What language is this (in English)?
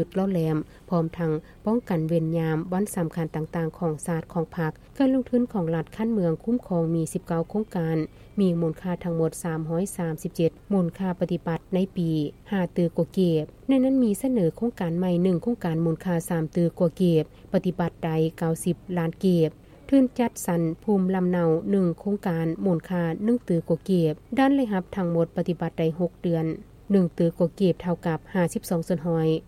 Lao